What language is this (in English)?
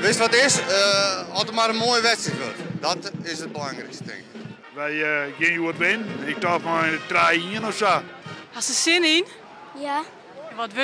Western Frisian